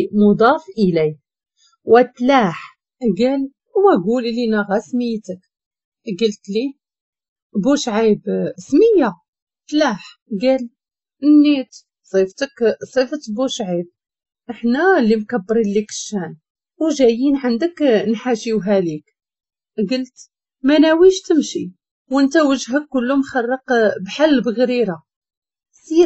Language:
Moroccan Arabic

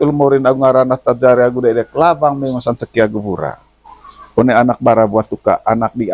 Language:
Manggarai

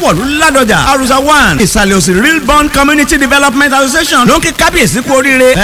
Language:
Yoruba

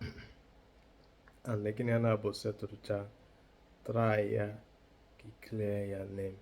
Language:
Igbo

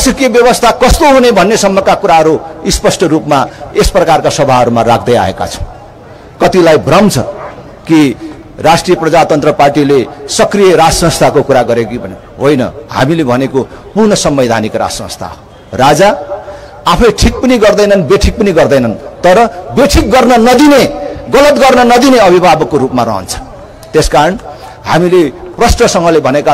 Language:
Nepali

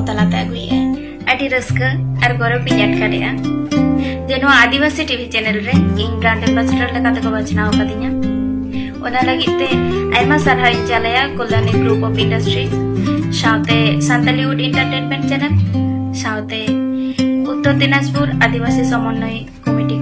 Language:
Santali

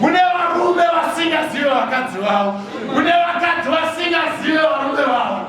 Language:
Shona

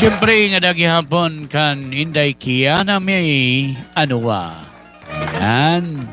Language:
Waray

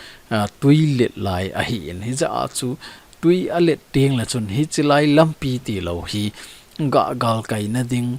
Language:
Thado Chin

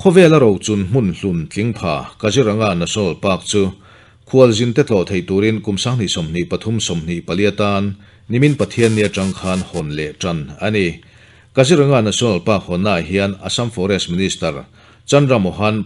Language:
Mizo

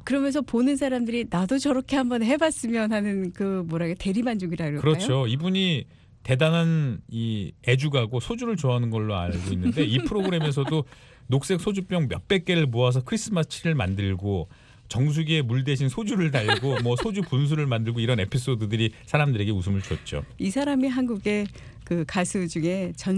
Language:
Korean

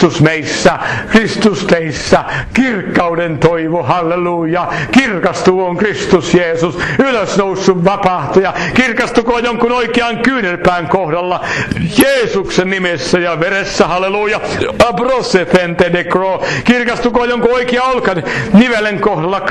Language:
Finnish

